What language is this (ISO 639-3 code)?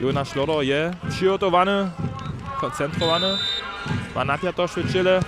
hsb